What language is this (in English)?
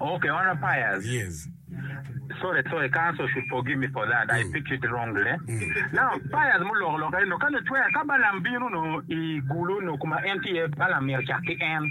Acoli